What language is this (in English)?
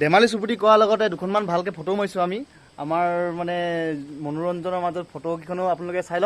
Assamese